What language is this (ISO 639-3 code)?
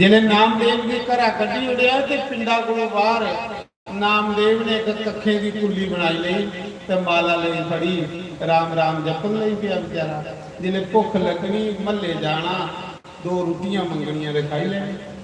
doi